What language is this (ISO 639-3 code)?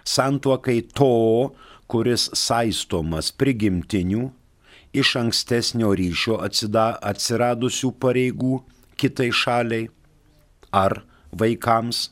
lit